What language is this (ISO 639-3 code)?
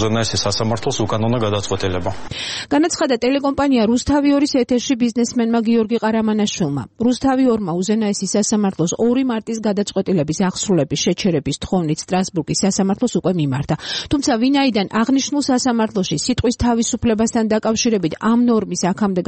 kat